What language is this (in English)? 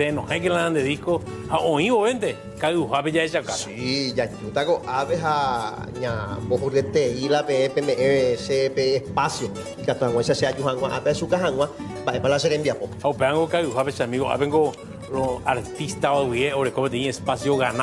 Guarani